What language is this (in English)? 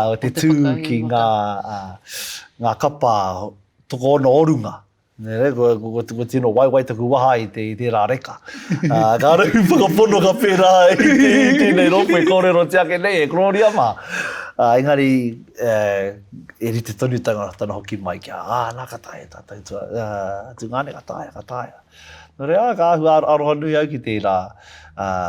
Māori